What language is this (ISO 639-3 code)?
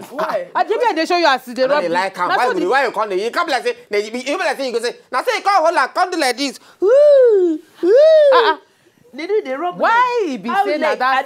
pcm